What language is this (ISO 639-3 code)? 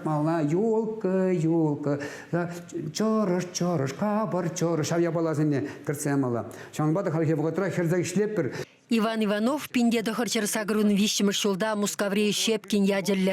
chv